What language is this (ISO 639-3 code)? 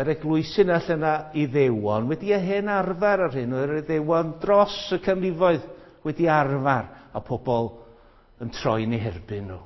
cym